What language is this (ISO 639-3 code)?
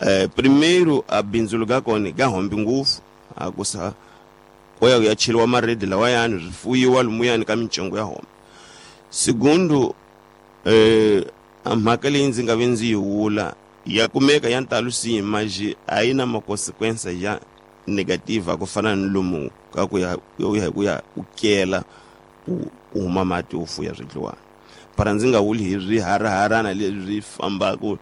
tso